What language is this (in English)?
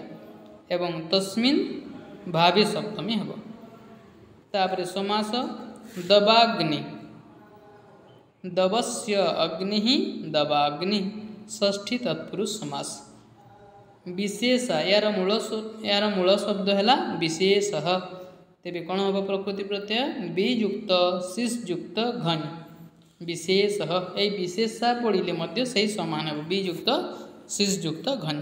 Odia